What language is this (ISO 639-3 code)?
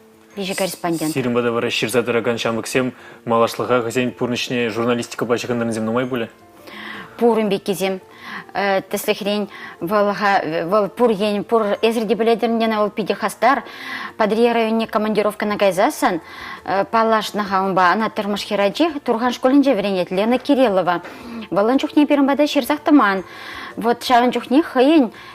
chv